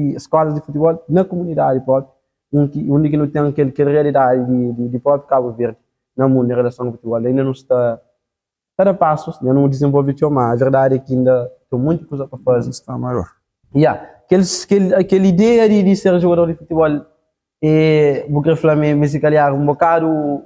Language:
Kabuverdianu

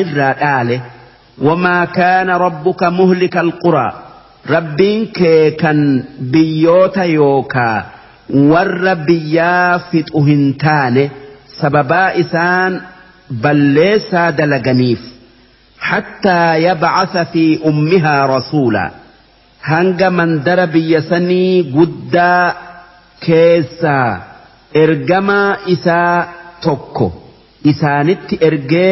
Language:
Oromo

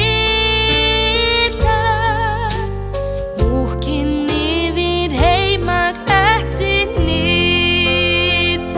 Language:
Icelandic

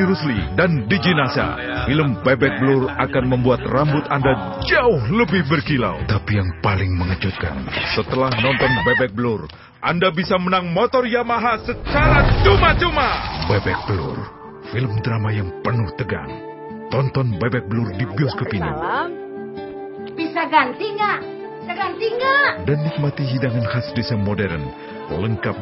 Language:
Indonesian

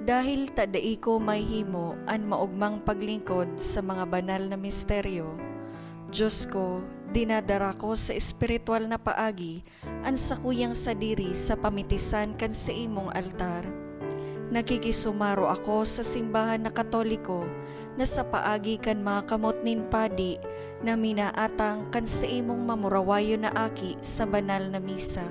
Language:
Bikol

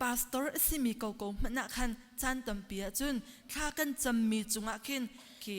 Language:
Hakha Chin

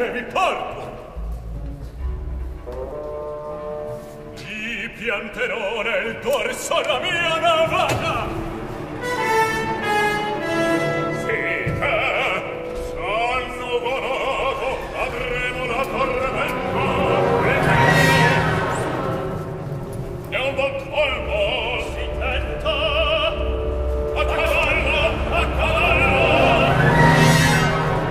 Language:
Italian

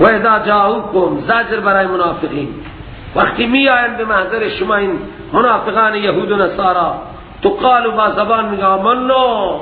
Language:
Persian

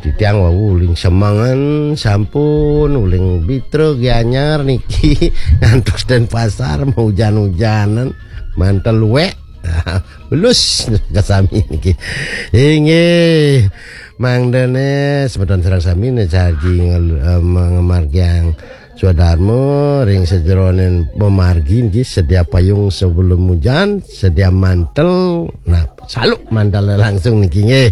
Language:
Balinese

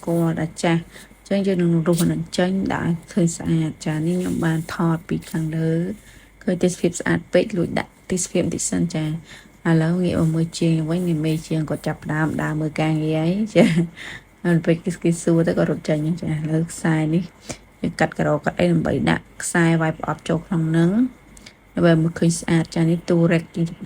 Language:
Khmer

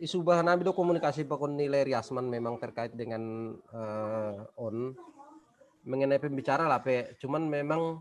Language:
Batak Simalungun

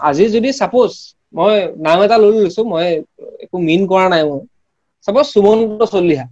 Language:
Assamese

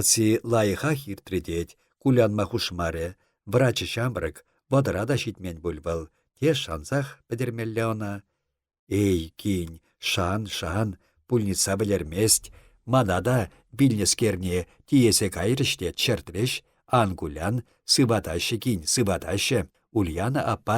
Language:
Chuvash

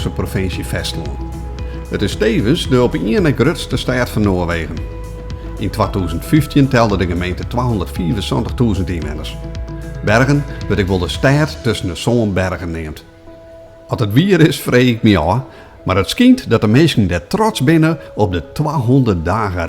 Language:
Western Frisian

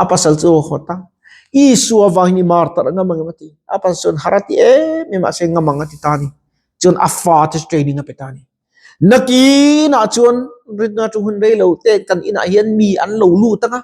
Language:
Mizo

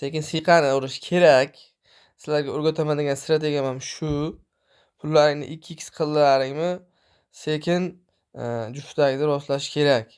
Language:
Uzbek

